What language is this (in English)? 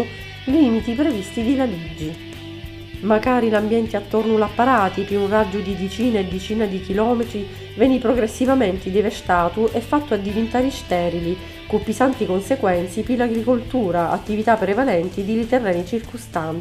Sicilian